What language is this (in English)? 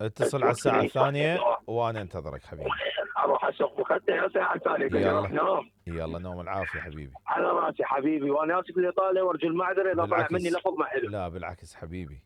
Mesopotamian Arabic